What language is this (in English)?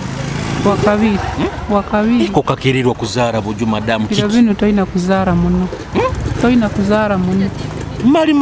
Nyoro